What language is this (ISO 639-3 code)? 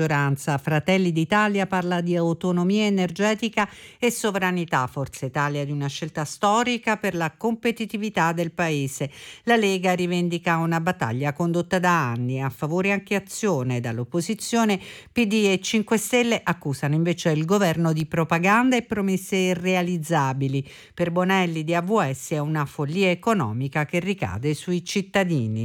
ita